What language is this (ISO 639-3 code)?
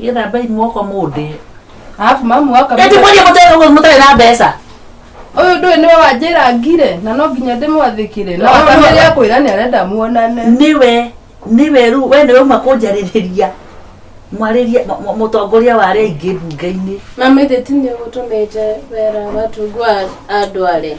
kik